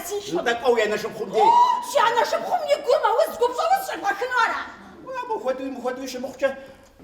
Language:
Kabardian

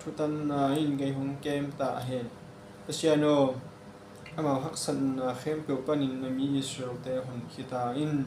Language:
Tedim Chin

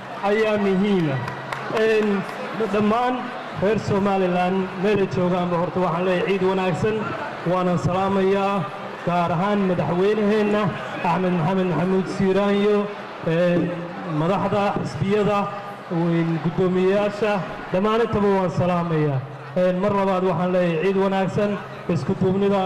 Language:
Somali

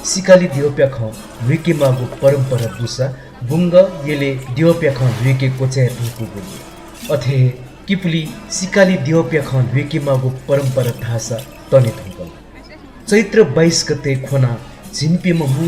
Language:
Newari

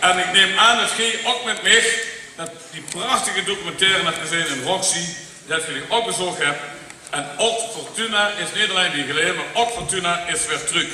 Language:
Limburgish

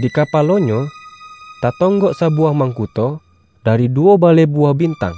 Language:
Minangkabau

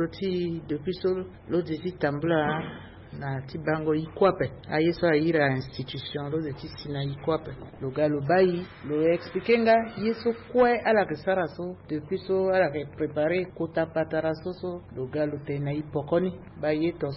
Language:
Sango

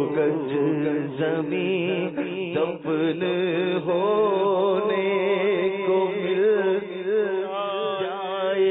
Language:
Urdu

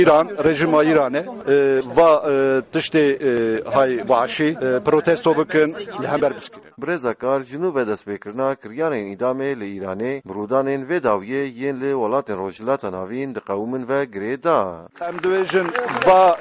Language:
Kurdish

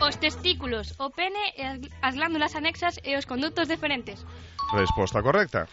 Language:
Galician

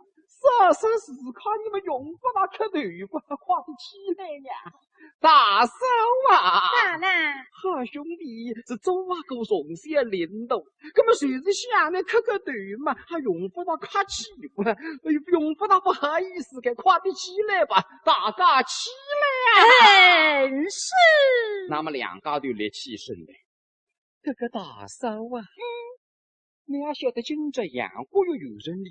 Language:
Wu Chinese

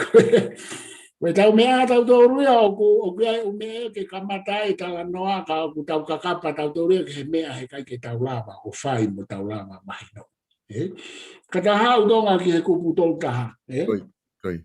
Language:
Tongan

